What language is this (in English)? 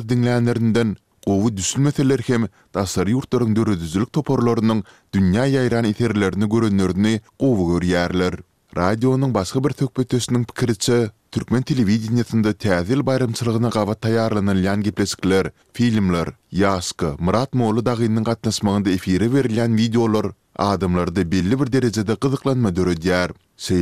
Turkmen